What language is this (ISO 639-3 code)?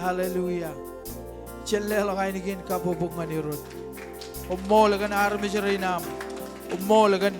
mah